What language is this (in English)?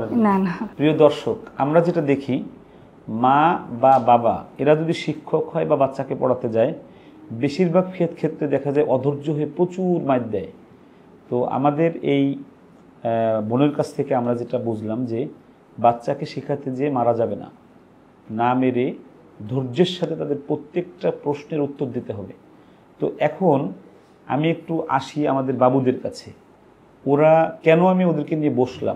Bangla